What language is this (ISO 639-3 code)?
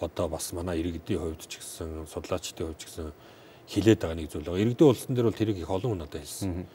mon